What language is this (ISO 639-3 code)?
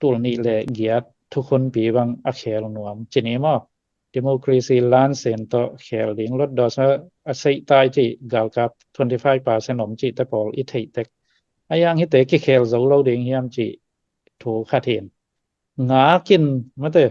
ctd